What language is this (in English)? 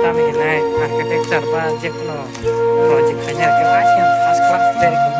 Kok Borok